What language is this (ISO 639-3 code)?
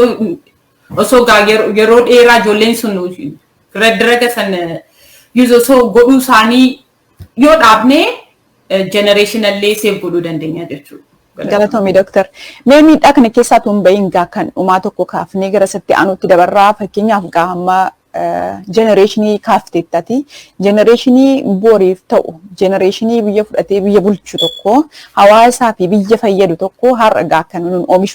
orm